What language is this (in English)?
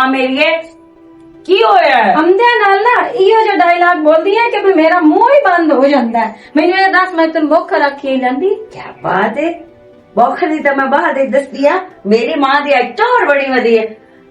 Western Panjabi